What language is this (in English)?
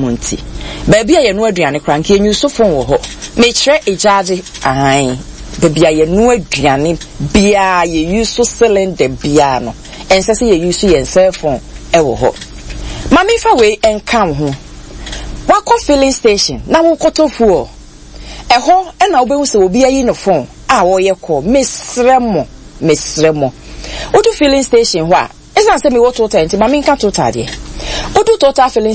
Akan